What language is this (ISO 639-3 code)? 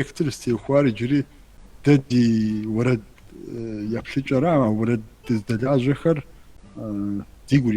kbd